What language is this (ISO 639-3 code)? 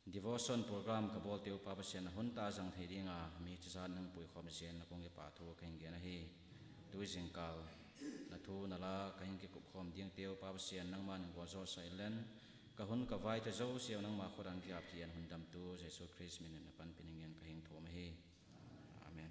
ctd